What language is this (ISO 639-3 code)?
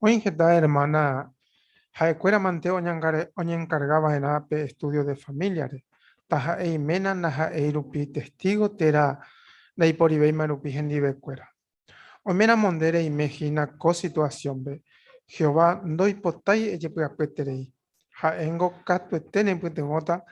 grn